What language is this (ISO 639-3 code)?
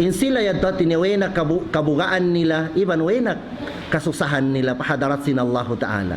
tsg